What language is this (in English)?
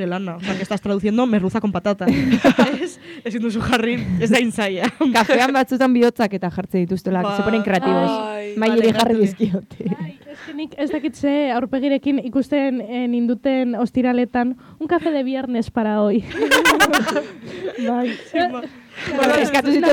Basque